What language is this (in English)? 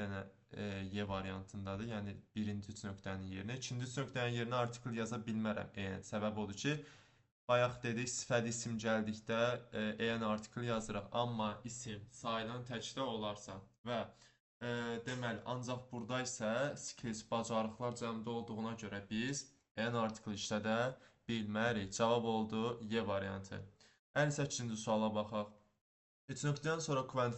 Azerbaijani